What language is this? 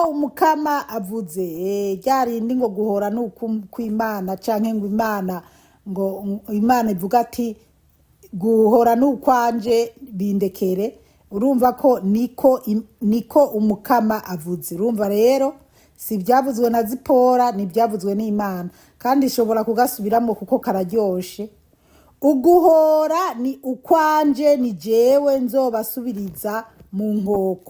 Rundi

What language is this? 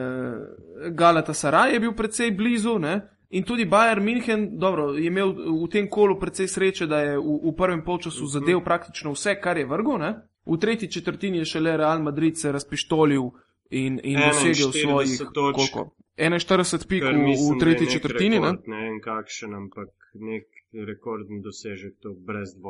Slovenian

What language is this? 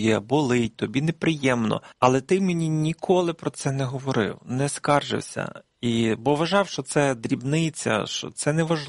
Ukrainian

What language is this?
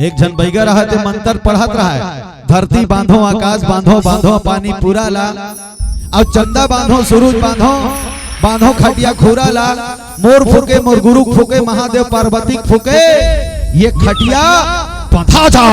Chhattisgarhi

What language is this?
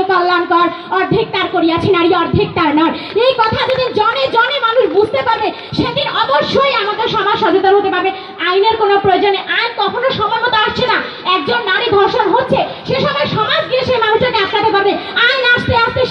Bangla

